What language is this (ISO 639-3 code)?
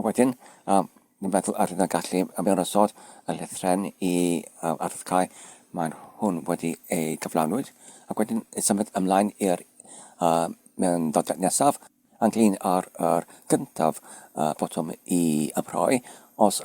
cym